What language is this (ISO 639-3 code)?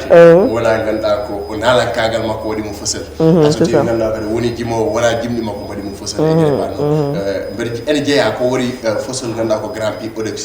ful